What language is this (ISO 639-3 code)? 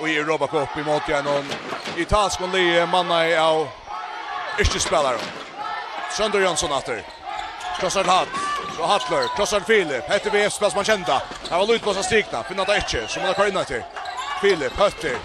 fao